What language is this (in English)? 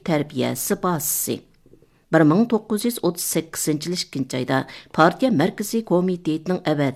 Uyghur